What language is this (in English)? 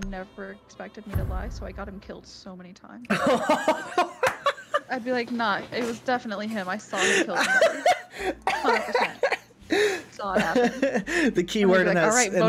English